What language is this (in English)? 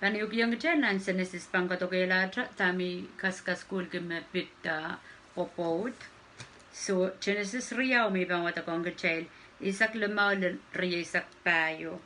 Pohnpeian